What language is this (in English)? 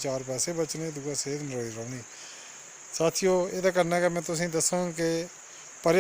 Dogri